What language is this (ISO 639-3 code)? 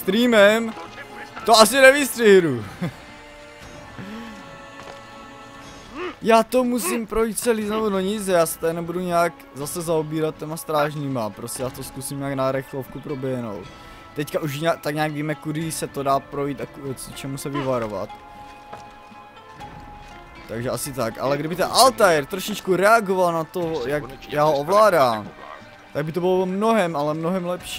ces